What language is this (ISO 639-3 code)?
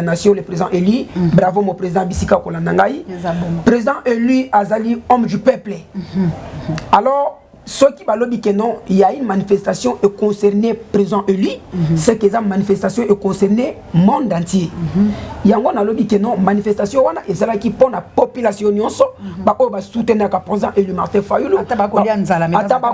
lin